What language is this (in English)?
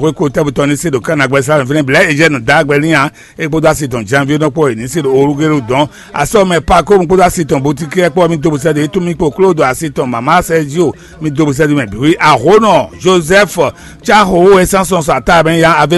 Fon